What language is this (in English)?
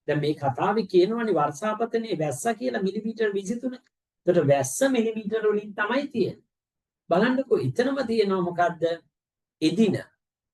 Sinhala